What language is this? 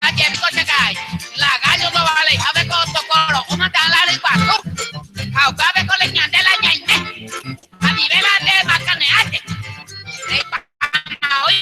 Guarani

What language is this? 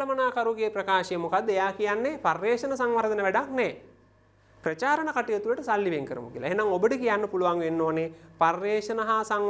Sinhala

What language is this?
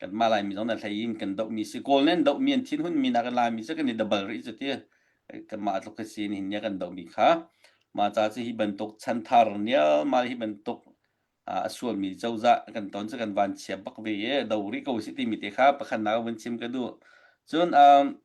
Hakha Chin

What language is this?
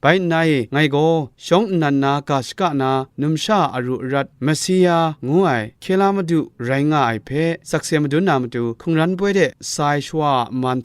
Kachin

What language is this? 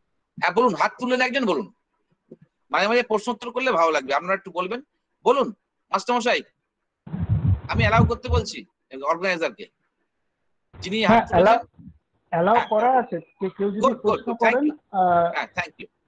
Bangla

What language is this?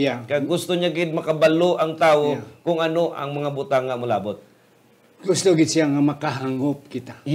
Hiligaynon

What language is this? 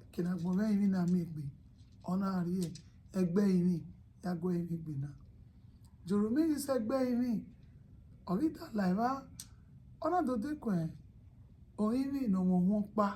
Bini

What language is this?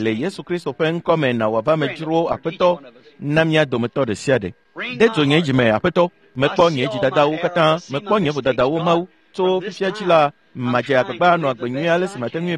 Ewe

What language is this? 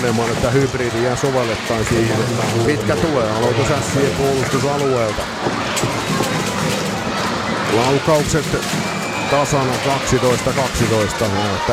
Finnish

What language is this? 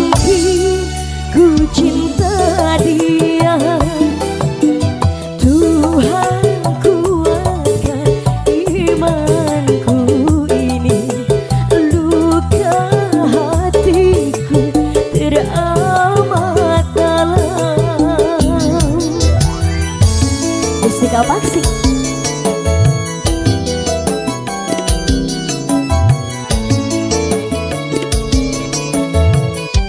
Indonesian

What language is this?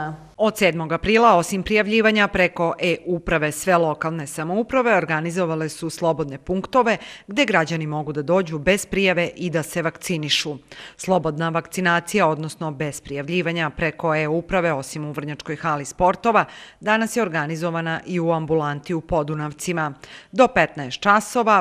Serbian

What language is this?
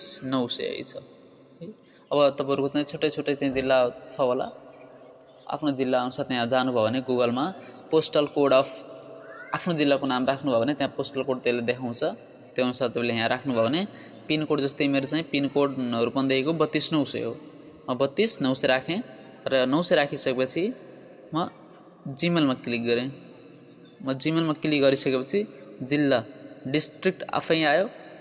Nepali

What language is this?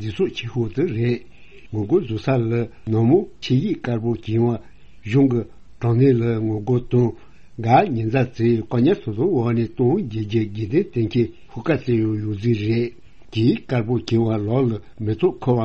Tibetan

